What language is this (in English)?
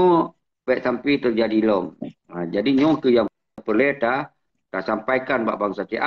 Achinese